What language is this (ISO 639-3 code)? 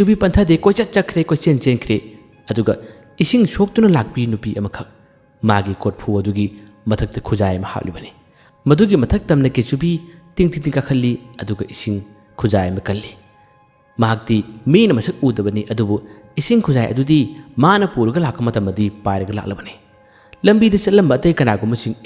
mni